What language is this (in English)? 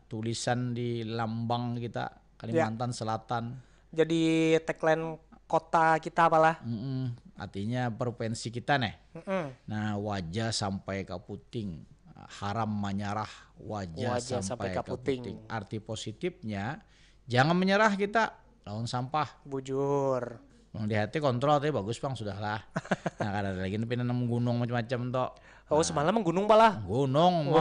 Banjar